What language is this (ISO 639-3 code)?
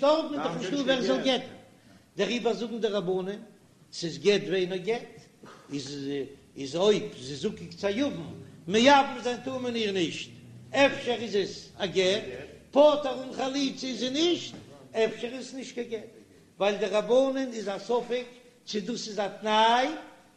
yid